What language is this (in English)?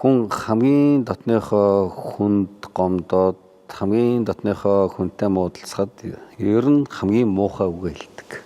Mongolian